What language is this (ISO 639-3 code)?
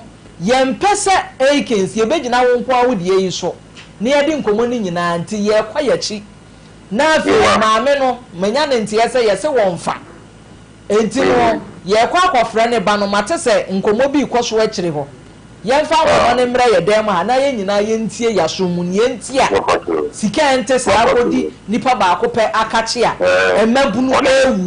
aka